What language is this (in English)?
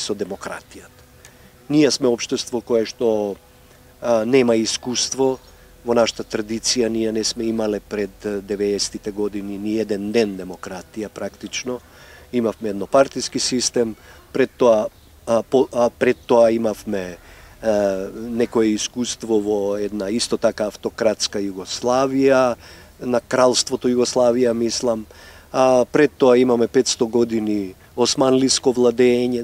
Macedonian